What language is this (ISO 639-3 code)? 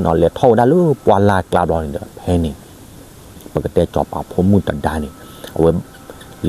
ksw